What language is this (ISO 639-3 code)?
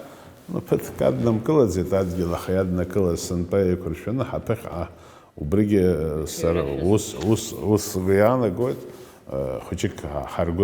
abk